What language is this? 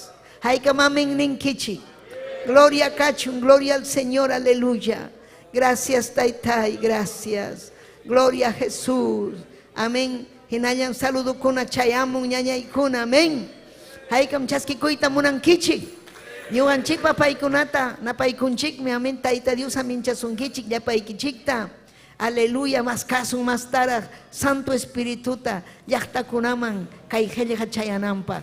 Ayacucho Quechua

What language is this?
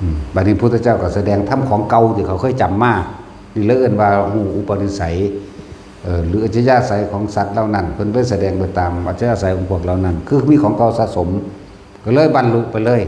Northeastern Thai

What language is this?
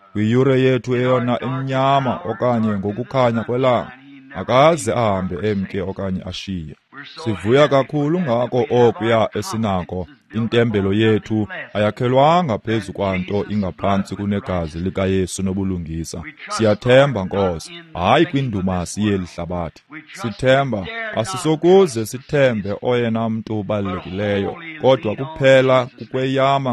Xhosa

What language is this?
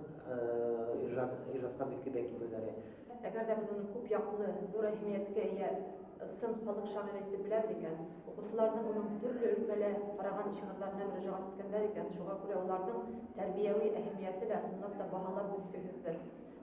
Bashkir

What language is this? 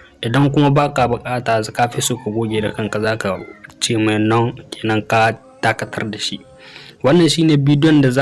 Hausa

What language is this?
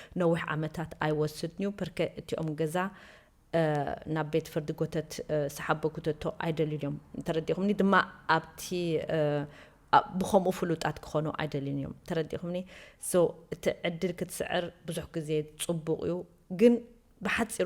Tigrinya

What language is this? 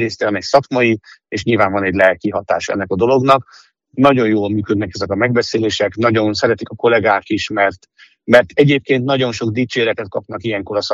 Hungarian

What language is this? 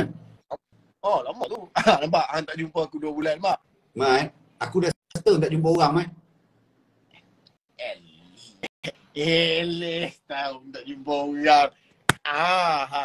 Malay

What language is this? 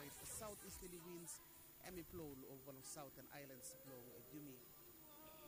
Bislama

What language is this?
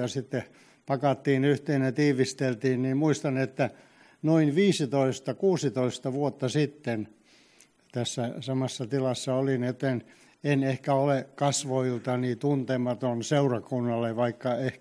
Finnish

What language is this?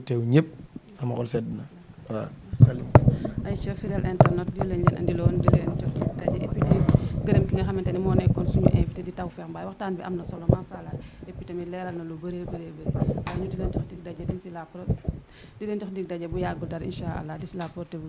Wolof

